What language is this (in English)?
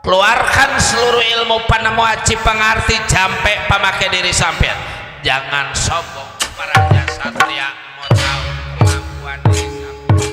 Betawi